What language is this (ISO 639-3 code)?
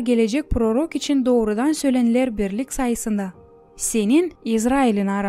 gag